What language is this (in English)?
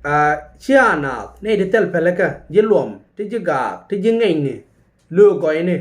Nuer